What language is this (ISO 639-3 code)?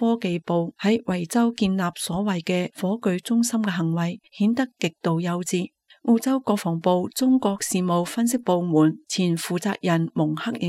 yue